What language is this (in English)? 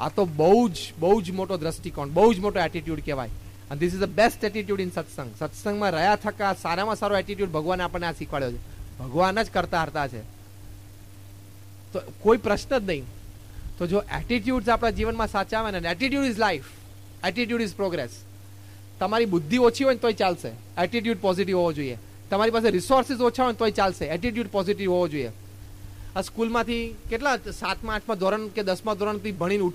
Gujarati